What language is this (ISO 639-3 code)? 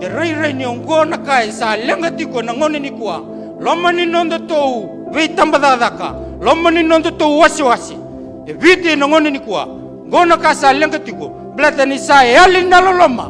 fij